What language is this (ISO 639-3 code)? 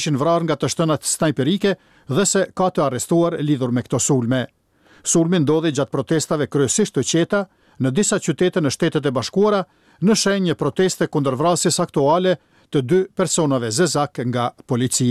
sqi